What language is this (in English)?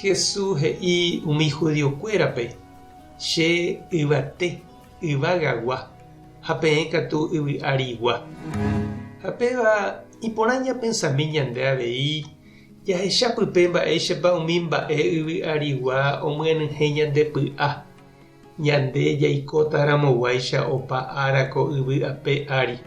Guarani